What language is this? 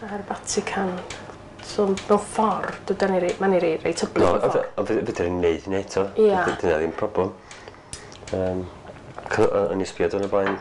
Welsh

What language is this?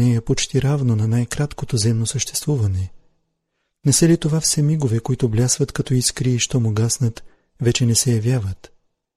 Bulgarian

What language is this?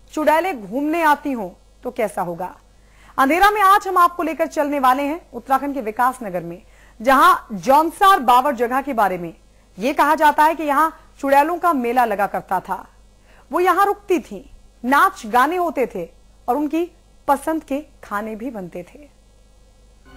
Hindi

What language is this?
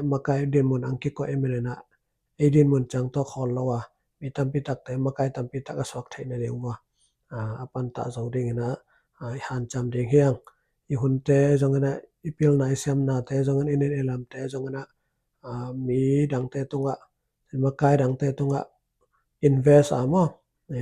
Tedim Chin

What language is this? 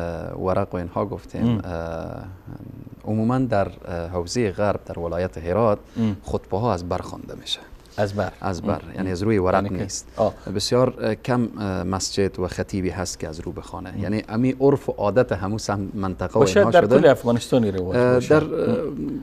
Persian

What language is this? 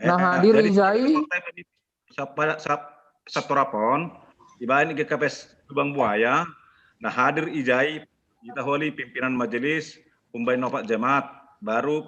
Batak Simalungun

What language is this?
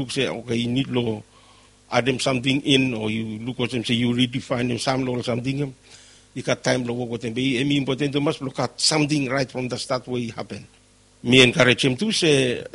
Bislama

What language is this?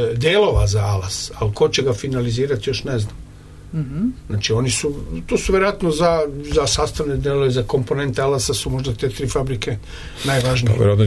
Serbian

